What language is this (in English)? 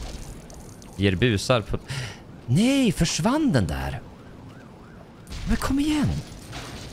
Swedish